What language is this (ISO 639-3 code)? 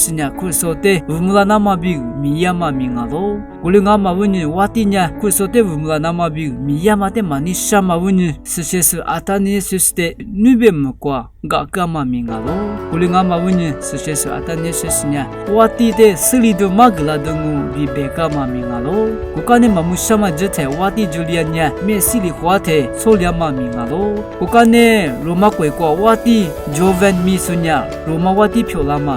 lis